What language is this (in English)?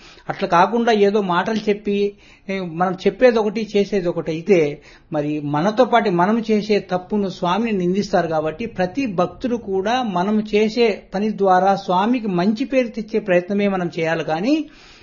Telugu